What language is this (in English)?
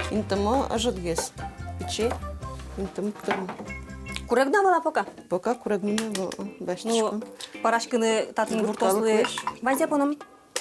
Udmurt